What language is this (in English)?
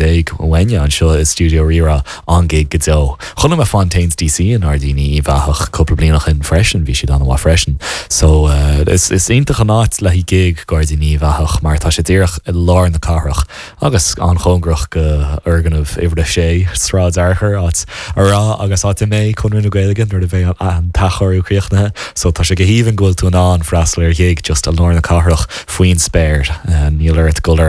Irish